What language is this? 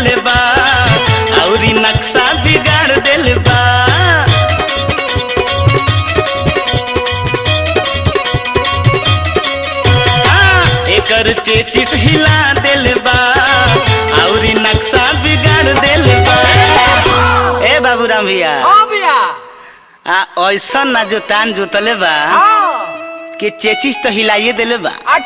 Bhojpuri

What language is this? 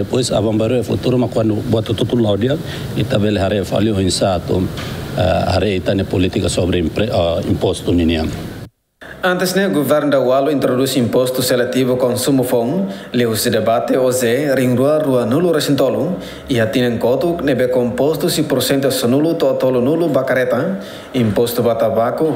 Tetum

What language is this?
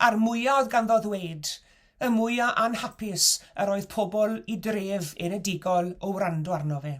Welsh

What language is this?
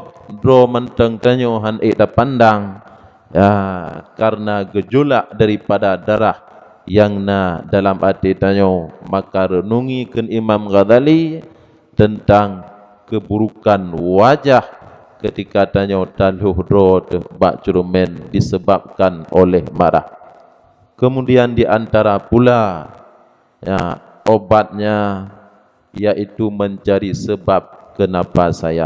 Achinese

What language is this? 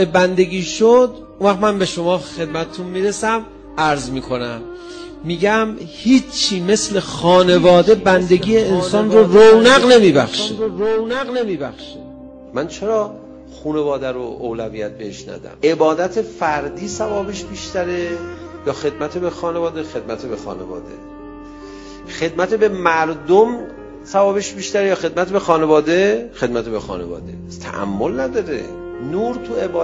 Persian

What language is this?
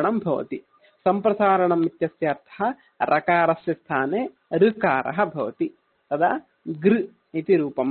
Sanskrit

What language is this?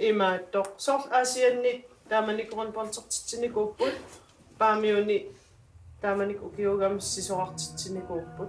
Kalaallisut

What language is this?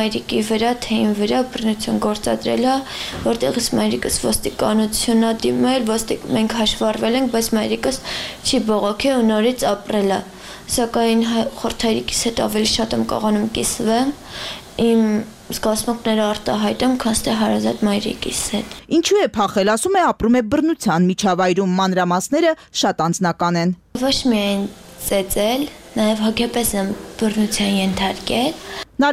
Armenian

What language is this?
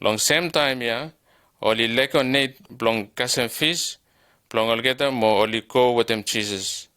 Bislama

